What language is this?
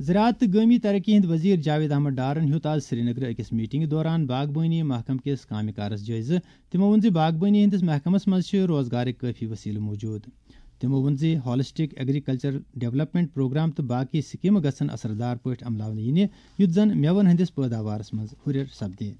Kashmiri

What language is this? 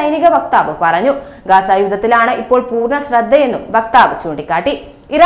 Malayalam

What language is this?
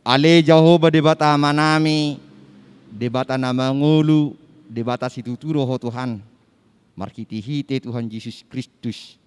Batak Toba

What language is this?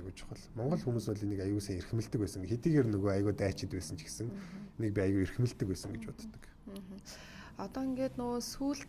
Mongolian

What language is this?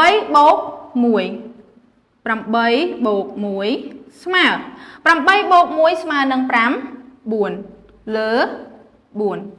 Khmer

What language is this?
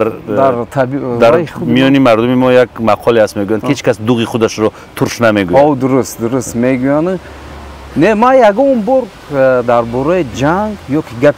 Tajik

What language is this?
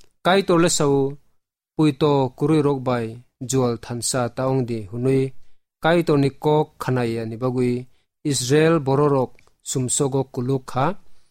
Kok Borok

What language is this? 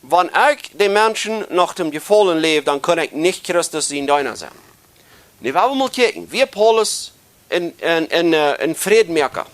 Plautdietsch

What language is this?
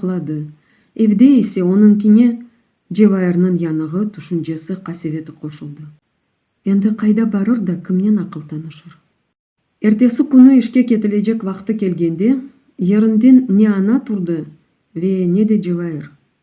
Crimean Tatar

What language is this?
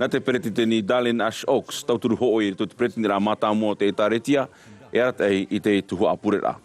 Tahitian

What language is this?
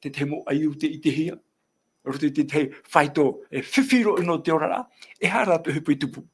Tahitian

